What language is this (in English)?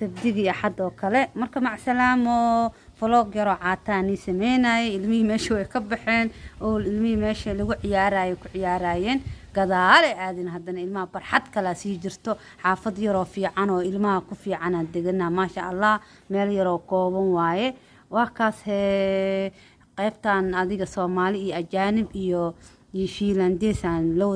Somali